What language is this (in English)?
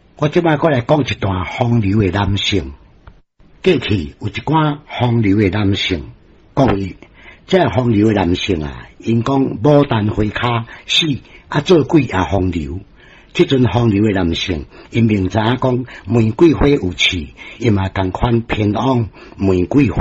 Min Nan Chinese